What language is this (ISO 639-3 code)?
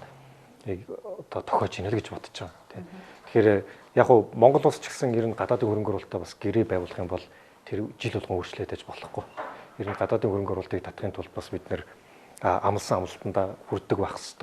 mon